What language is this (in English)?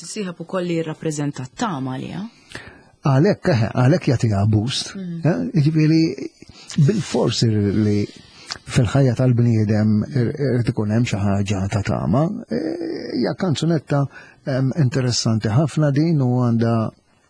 Maltese